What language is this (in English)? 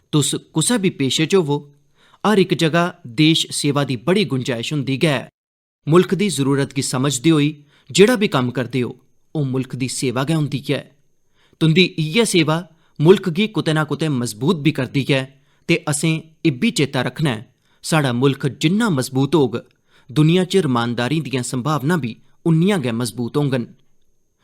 Dogri